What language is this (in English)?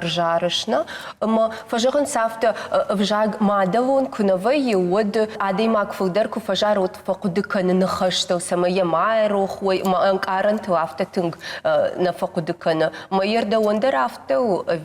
Ossetic